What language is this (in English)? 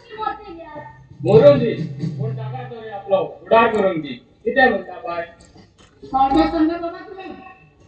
Konkani